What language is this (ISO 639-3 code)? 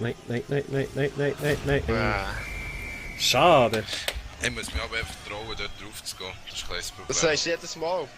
gsw